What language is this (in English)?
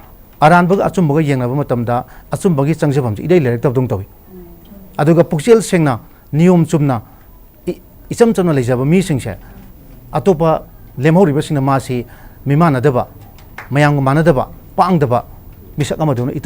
Manipuri